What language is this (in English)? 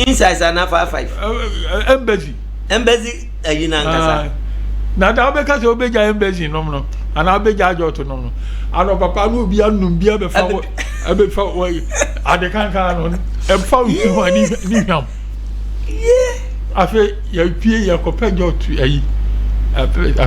Akan